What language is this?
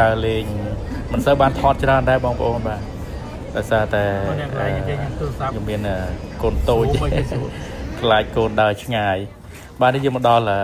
Khmer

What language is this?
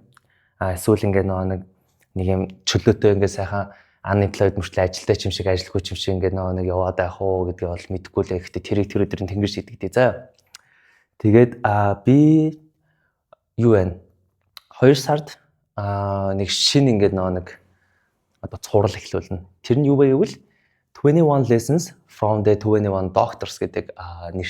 Mongolian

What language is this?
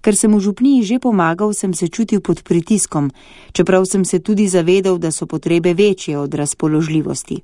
Slovenian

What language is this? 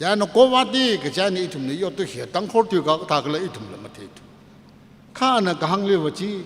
Tangkhul Naga (India)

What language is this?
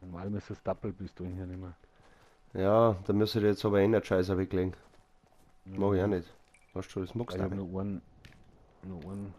Bavarian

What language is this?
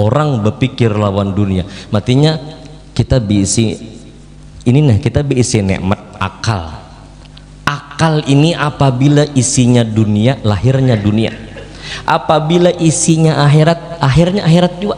Banjar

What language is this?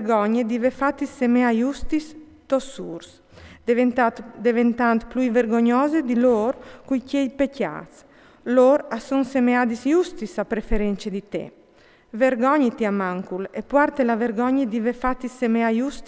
Friulian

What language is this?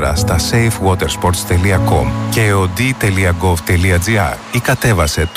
Greek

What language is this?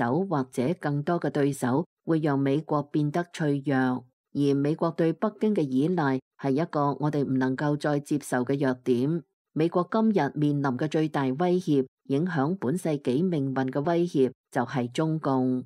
Cantonese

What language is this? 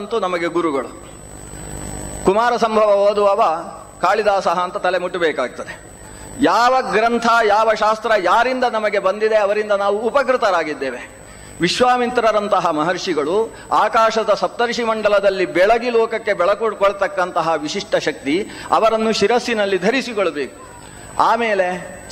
Kannada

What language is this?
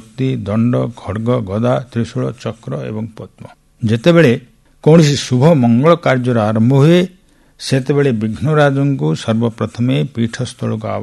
Odia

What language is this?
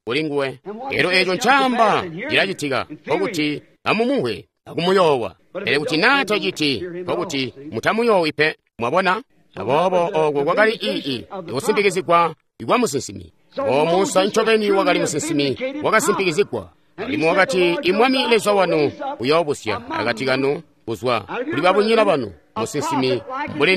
Tonga (Zambia)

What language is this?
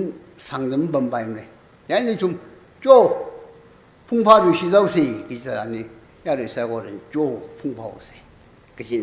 Tangkhul Naga (India)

